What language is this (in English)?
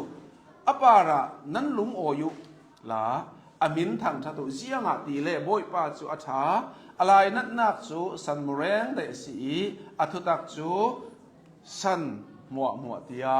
Hakha Chin